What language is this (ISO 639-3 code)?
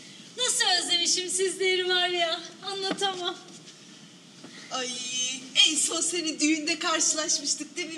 tur